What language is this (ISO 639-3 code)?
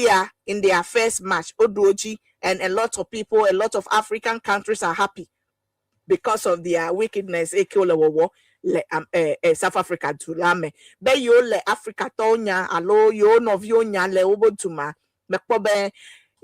ewe